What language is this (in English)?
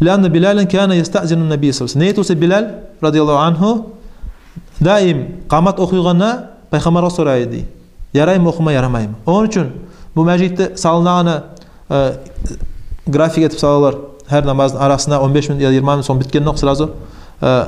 Kumyk